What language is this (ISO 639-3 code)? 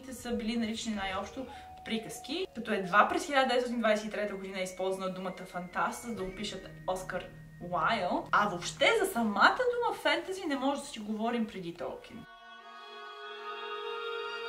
bul